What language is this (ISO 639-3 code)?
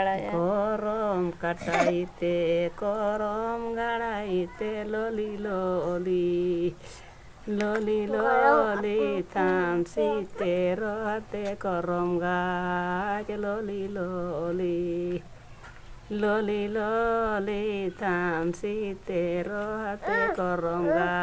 sat